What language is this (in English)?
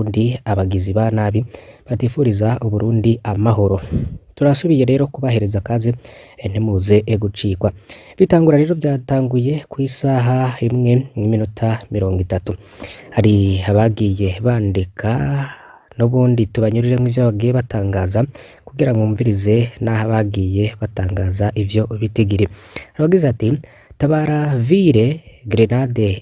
Rundi